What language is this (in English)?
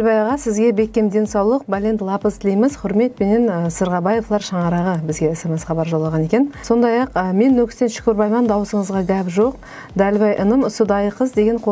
Kara-Kalpak